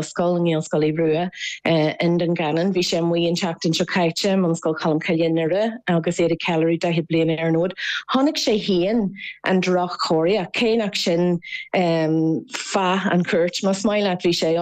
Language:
Irish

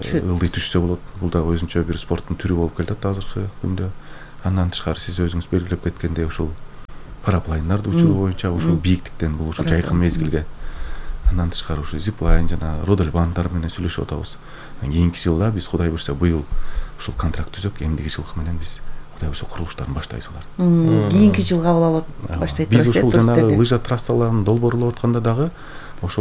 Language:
Kyrgyz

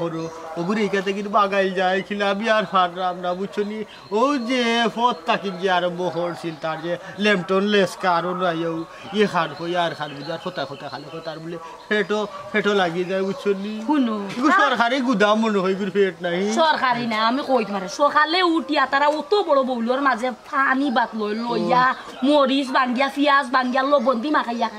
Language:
Sylheti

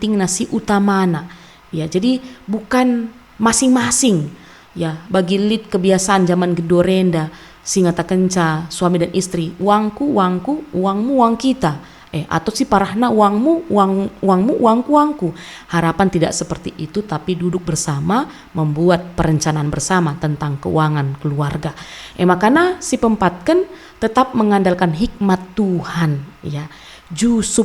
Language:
Batak Karo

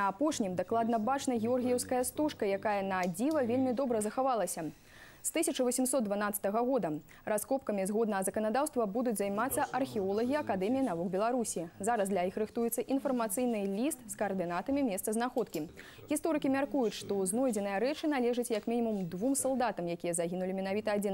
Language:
Belarusian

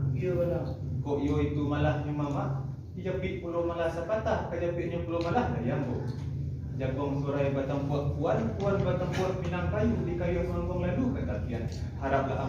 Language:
Minangkabau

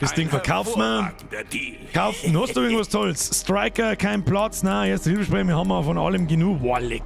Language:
Bavarian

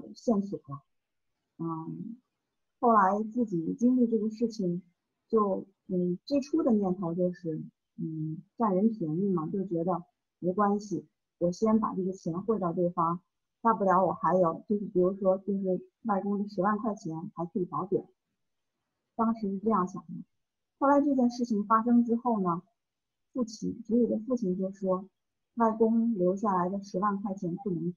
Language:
Chinese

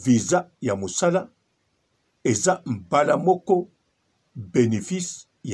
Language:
Lingala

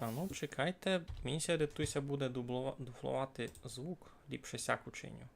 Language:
Rusyn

